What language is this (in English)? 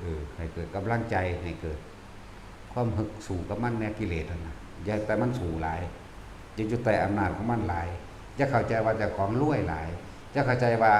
Northeastern Thai